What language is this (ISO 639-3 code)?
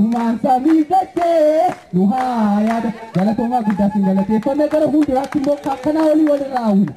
orm